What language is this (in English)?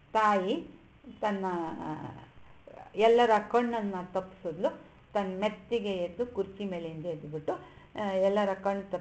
Kannada